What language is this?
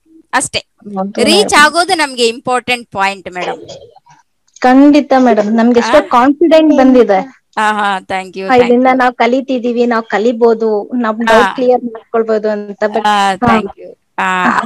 Kannada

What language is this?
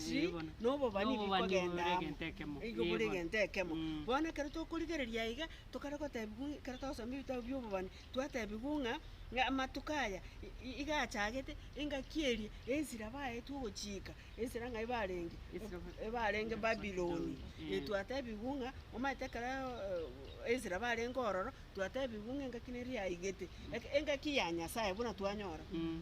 Gusii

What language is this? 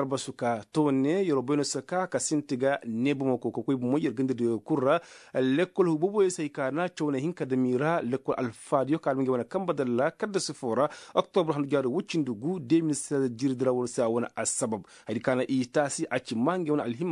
Koyraboro Senni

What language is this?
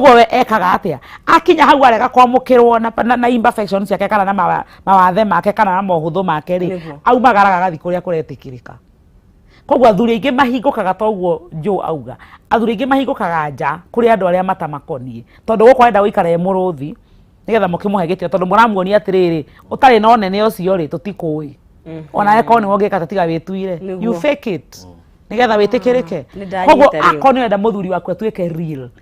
Kikuyu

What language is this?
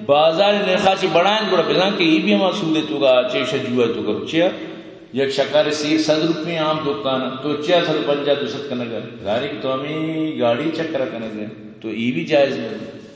Eastern Balochi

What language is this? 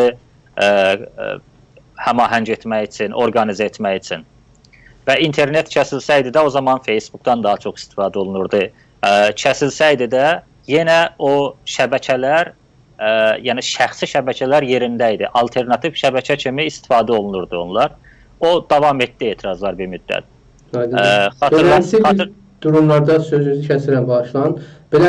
South Azerbaijani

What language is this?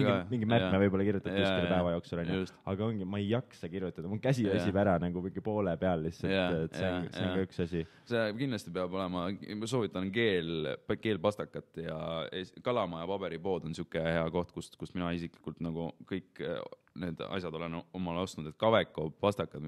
Estonian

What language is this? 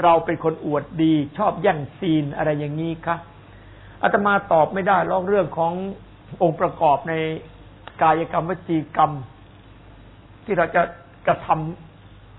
Thai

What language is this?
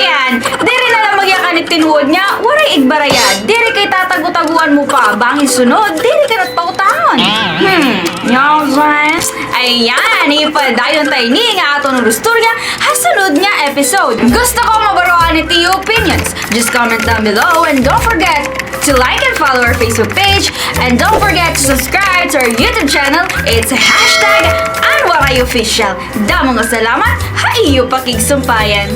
Waray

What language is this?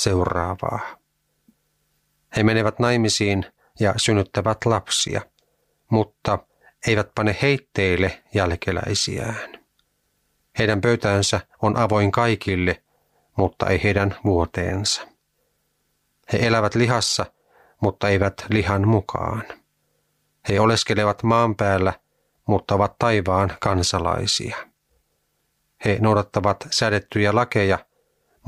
Finnish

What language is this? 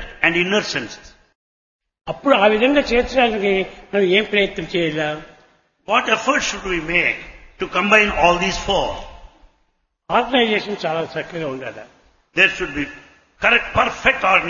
Telugu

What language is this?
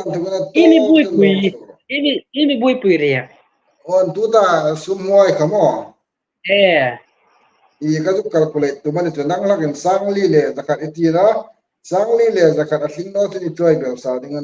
Hmar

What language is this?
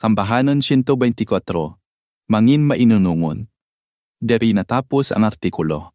Hiligaynon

